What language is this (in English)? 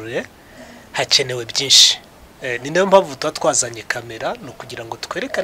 Kinyarwanda